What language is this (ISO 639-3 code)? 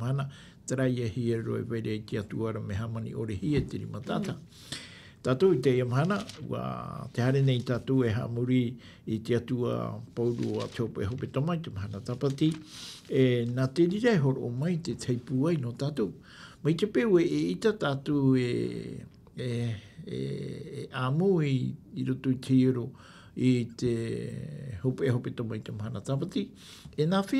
tah